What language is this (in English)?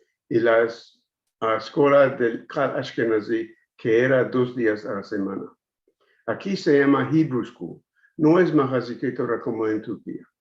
Ladino